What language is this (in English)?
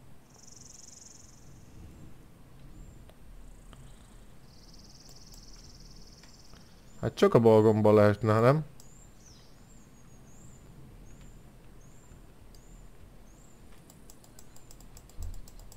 Hungarian